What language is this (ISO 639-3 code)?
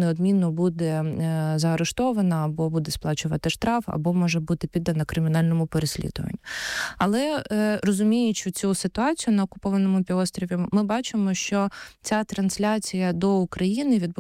ukr